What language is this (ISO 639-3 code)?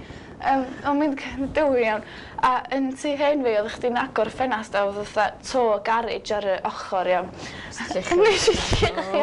cym